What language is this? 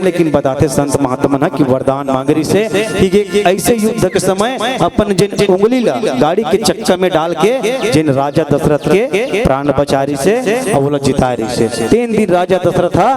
Chhattisgarhi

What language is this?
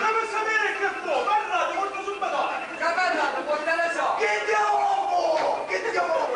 Sicilian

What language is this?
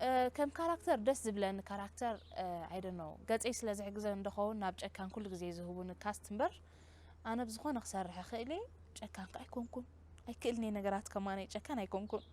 Tigrinya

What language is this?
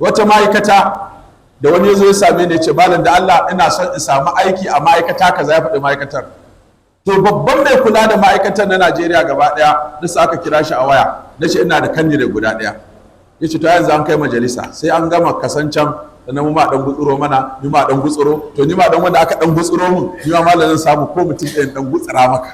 Hausa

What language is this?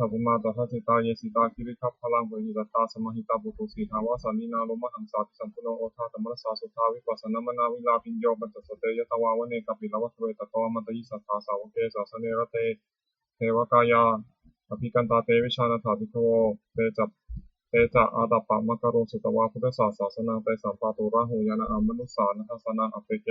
Pali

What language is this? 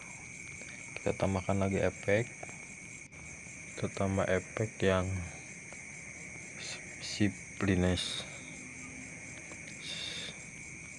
Indonesian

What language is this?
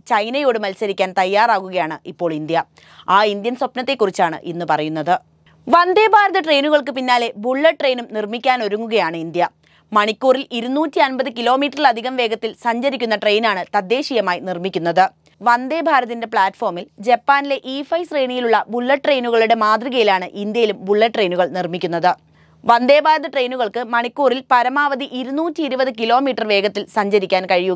Malayalam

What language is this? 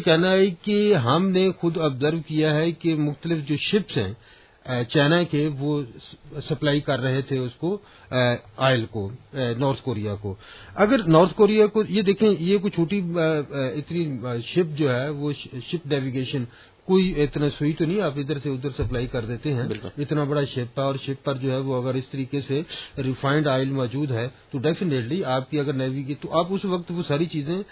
Urdu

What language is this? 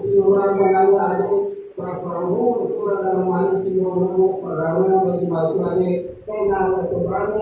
Nias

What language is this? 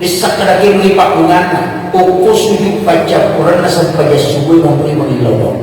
Buginese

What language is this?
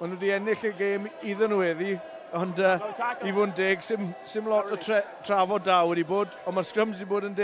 Welsh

